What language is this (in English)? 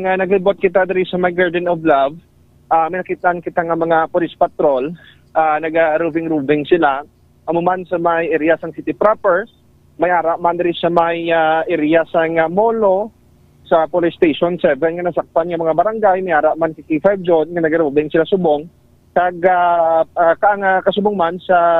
Hiligaynon